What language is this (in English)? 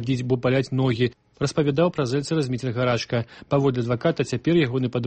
Belarusian